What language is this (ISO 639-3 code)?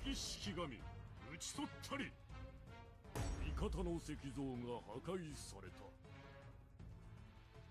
jpn